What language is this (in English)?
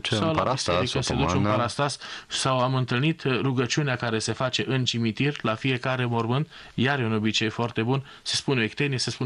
Romanian